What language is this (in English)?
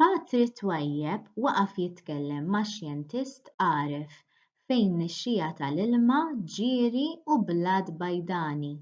Maltese